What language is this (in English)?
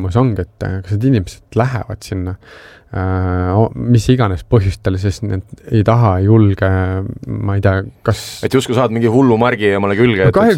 Estonian